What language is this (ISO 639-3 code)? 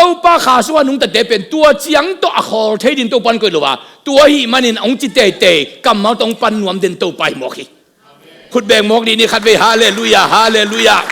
ctd